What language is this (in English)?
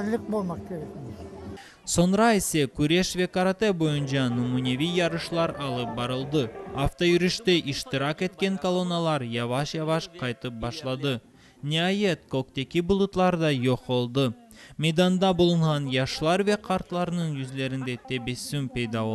Crimean Tatar